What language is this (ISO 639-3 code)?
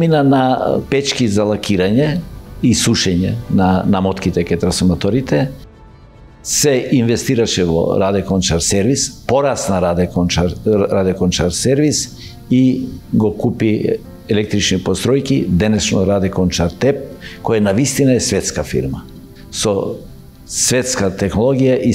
mkd